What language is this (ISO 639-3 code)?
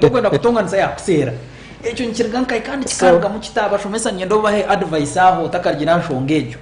nyn